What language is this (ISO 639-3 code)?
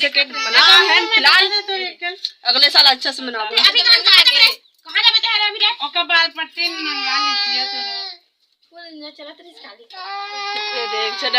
hne